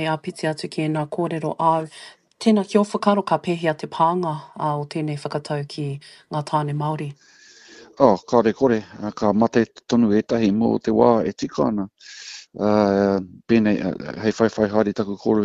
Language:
Māori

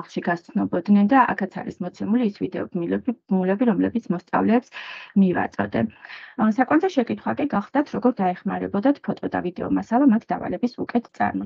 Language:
Georgian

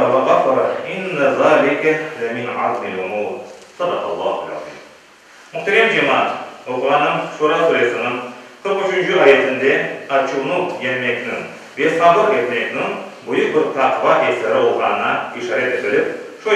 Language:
Crimean Tatar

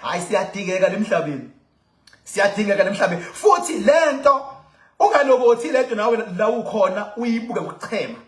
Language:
Zulu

